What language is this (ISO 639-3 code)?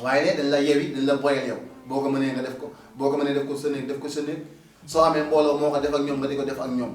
wol